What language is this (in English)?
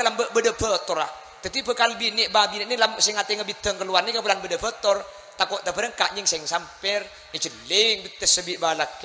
Madurese